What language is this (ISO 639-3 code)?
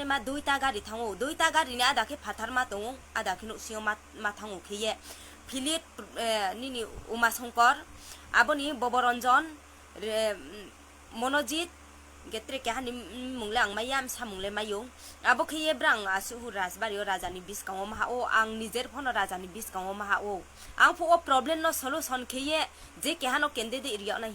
ria